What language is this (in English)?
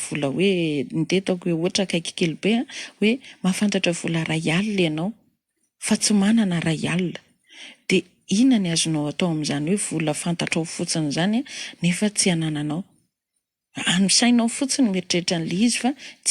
Malagasy